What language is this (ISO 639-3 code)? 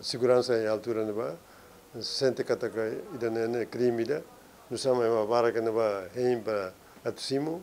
tet